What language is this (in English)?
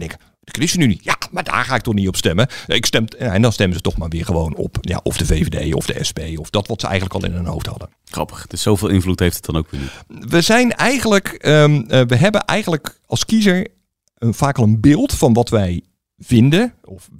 Dutch